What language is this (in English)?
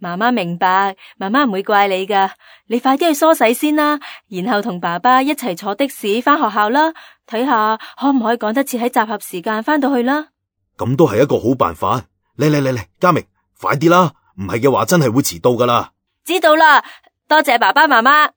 Cantonese